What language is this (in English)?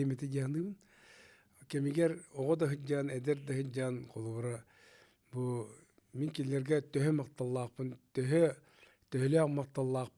Yakut